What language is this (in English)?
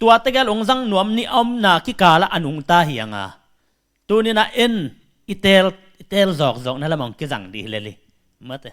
Tedim Chin